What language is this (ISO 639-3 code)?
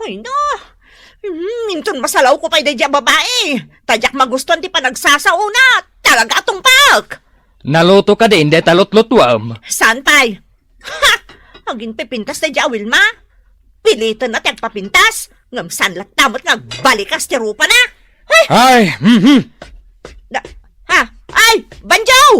ilo